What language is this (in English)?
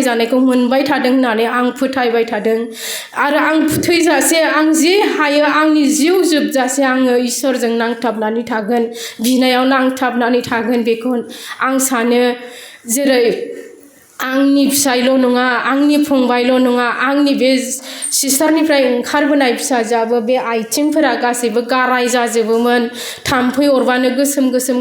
Bodo